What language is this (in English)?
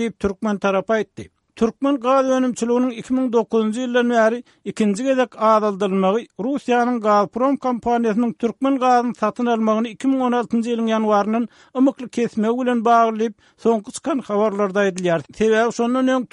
Turkmen